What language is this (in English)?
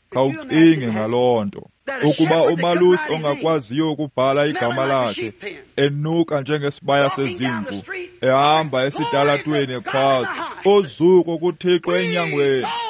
Xhosa